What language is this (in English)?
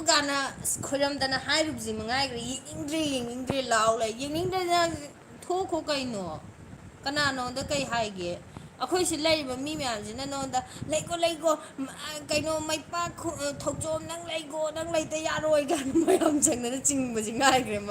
Manipuri